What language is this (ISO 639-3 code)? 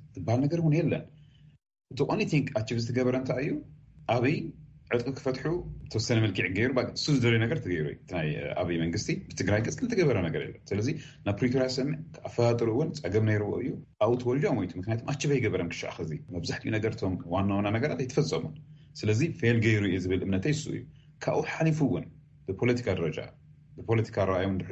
tir